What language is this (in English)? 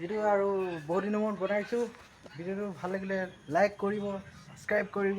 Assamese